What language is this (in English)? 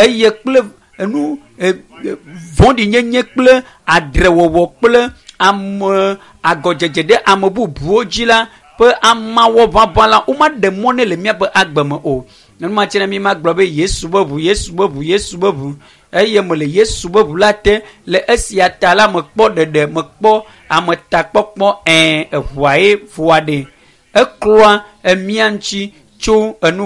Ewe